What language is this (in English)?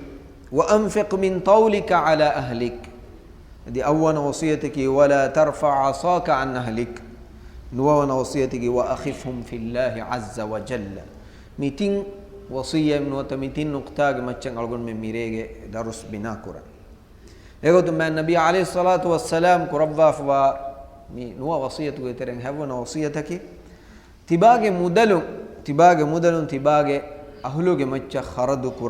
Divehi